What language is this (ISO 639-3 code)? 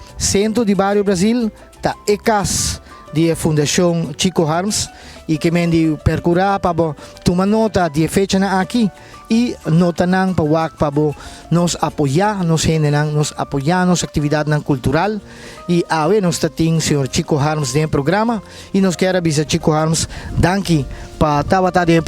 pap